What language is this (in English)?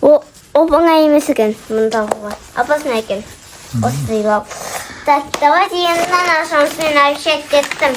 Kazakh